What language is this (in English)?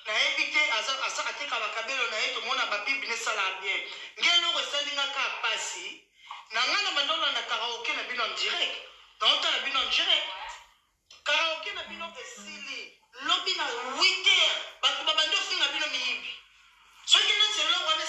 Lingala